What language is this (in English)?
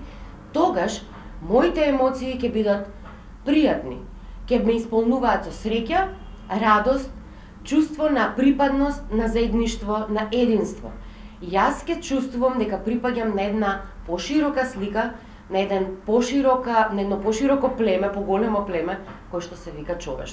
Macedonian